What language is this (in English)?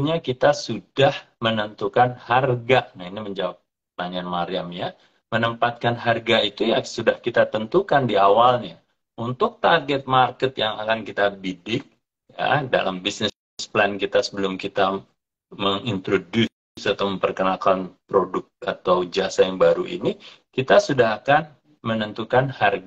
Indonesian